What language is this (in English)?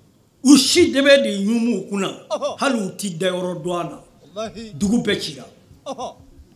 Bambara